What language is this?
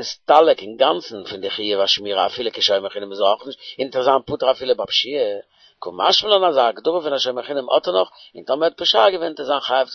Yiddish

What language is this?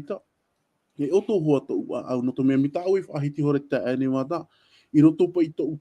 Tahitian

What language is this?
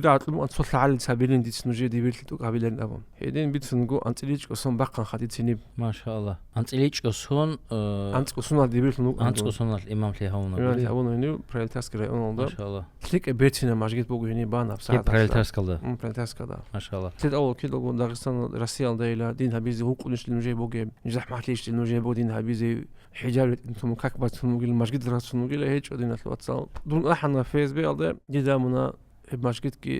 Avaric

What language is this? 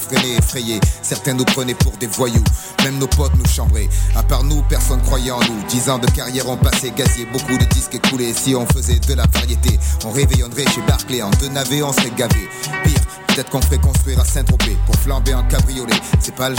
French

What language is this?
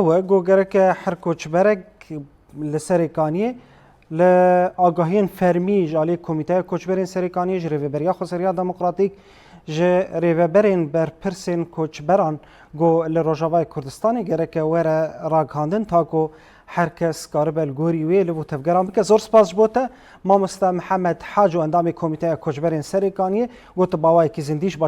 Kurdish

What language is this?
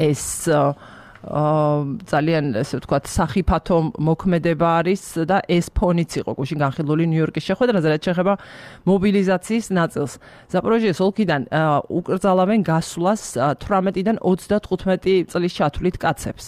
Georgian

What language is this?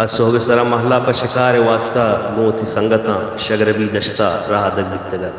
Baluchi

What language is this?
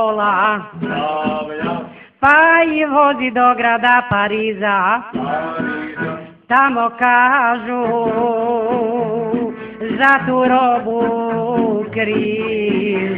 Croatian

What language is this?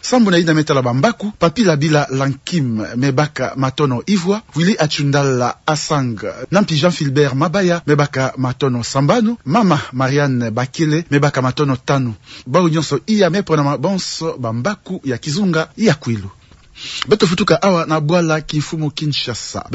Kituba (Democratic Republic of Congo)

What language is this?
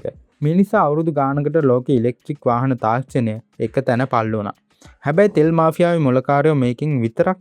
Sinhala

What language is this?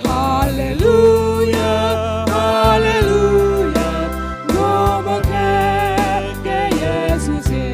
Batak Karo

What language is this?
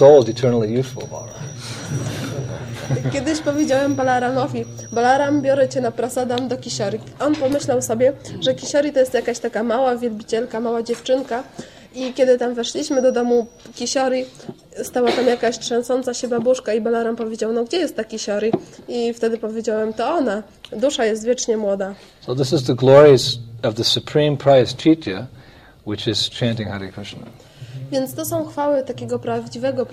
Polish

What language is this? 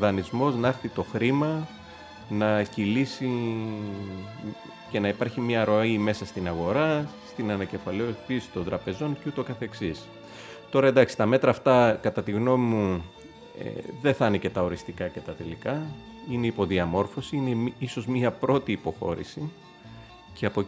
Greek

